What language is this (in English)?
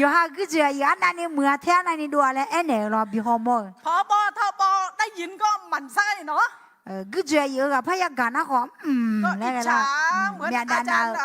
Akha